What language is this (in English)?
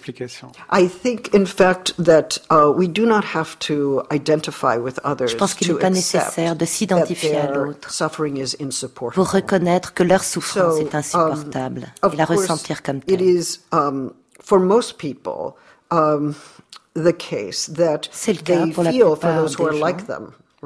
French